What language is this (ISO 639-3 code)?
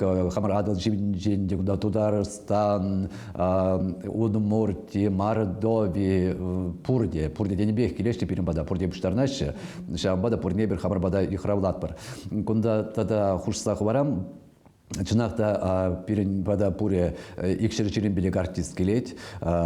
chv